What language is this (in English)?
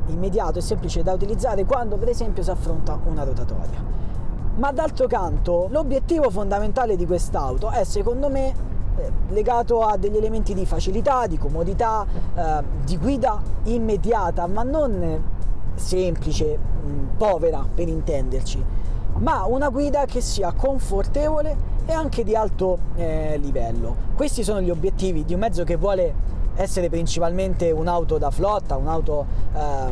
Italian